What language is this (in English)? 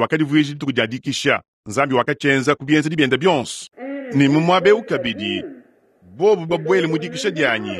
Luba-Lulua